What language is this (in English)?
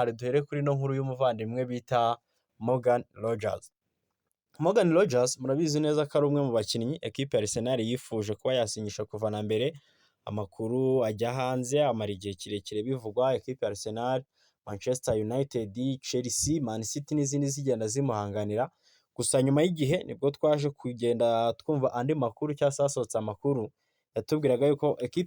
Kinyarwanda